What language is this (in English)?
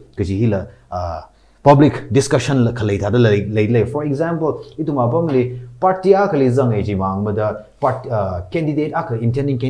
Tangkhul Naga (India)